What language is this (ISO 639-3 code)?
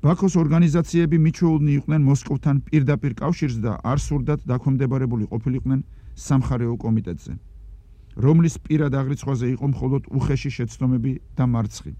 kat